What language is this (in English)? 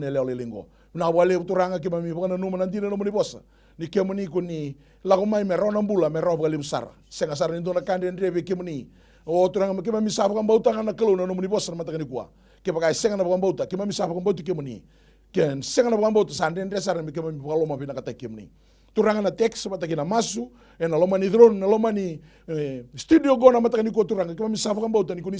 Fijian